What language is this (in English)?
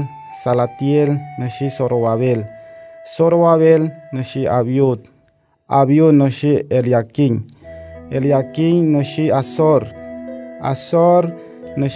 Wayuu